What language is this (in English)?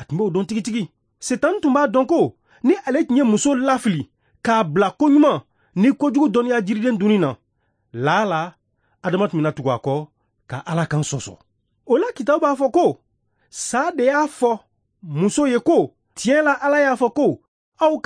Bambara